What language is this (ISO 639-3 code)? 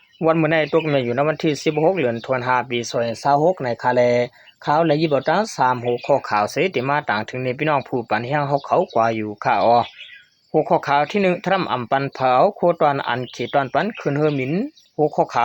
shn